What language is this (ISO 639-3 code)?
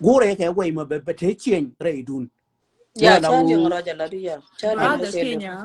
nus